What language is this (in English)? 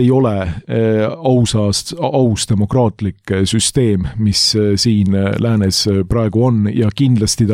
Estonian